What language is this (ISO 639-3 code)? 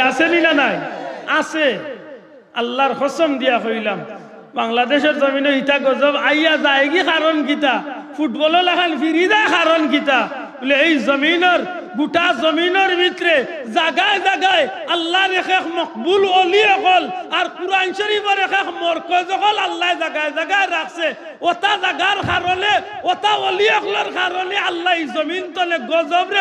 syl